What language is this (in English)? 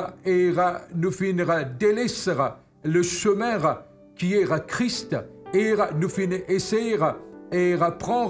Morisyen